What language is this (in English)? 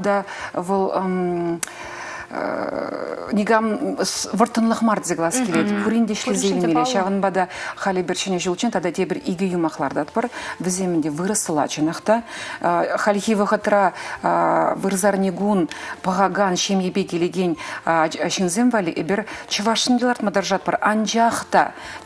Chuvash